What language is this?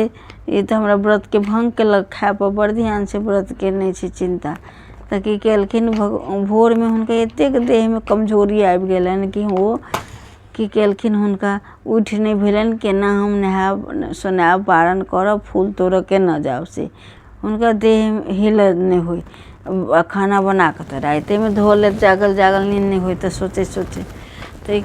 Maithili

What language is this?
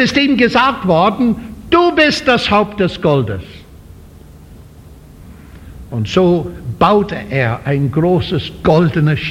German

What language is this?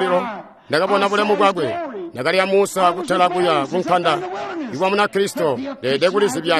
Tonga (Zambia)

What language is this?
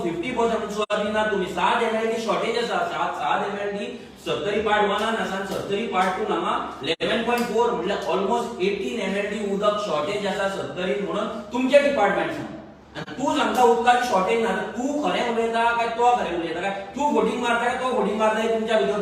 Konkani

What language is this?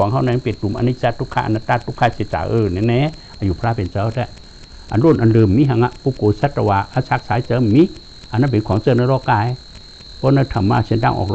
Shan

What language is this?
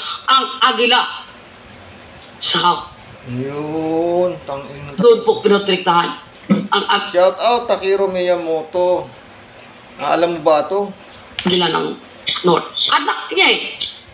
Filipino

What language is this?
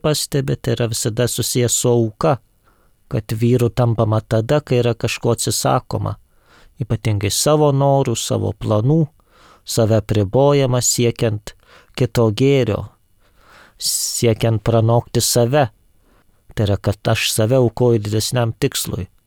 Lithuanian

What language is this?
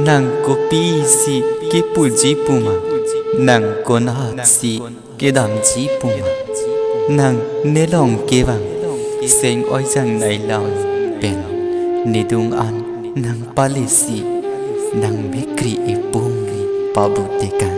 Karbi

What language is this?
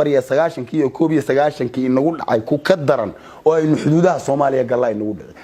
Somali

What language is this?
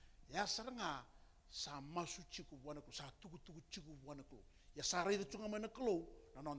Fijian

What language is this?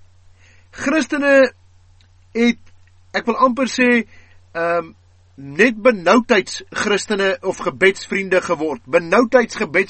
Afrikaans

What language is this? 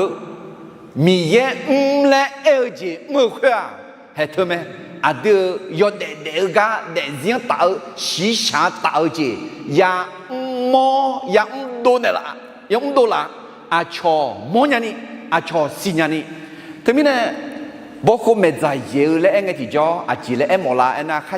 Akha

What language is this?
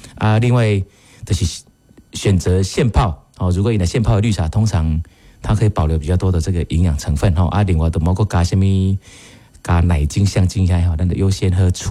Min Nan Chinese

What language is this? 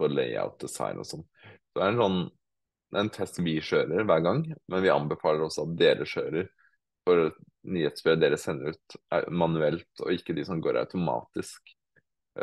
Norwegian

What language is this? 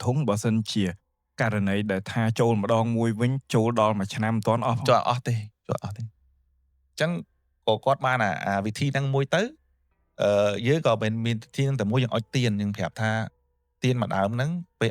Khmer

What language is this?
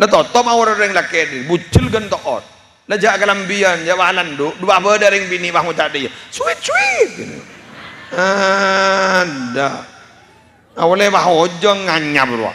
Madurese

